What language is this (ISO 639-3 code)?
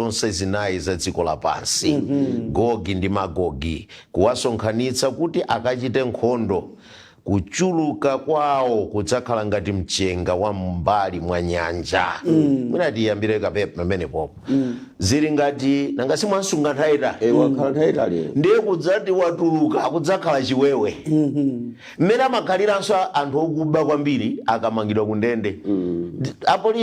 nya